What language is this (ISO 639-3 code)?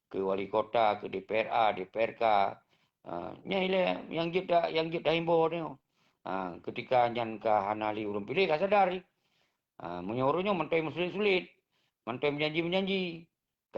ace